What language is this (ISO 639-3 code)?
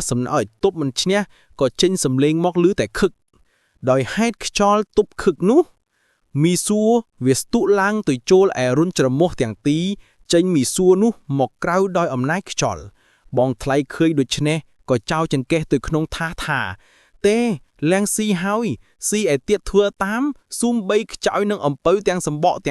khm